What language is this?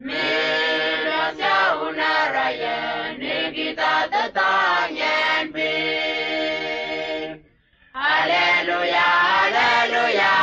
Whitesands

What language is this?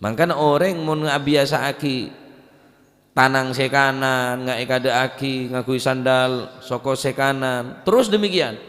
Madurese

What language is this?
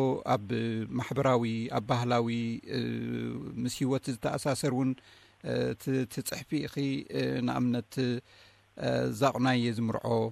Tigrinya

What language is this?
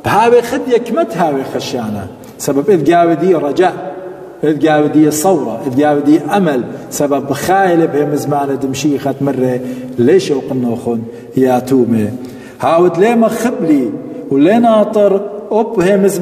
Assyrian Neo-Aramaic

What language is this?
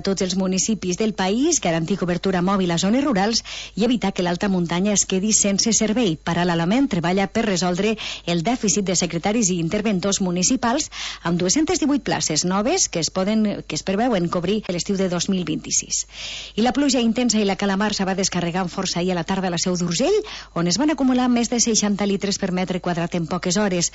Catalan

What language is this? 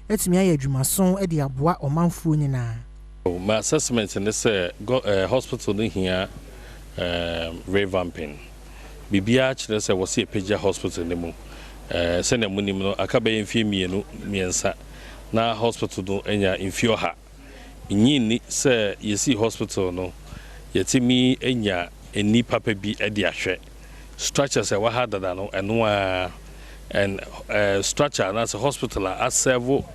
Akan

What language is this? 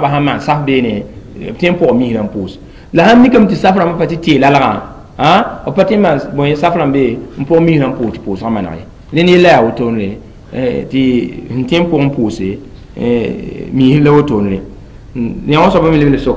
Mossi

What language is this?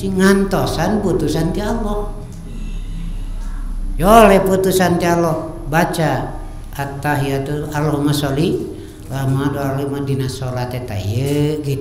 Sundanese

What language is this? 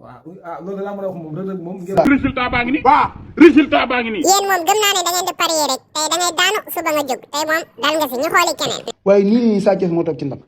Wolof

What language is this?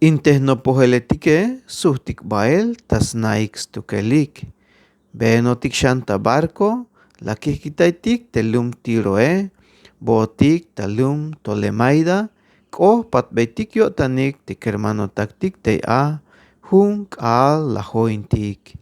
Tzeltal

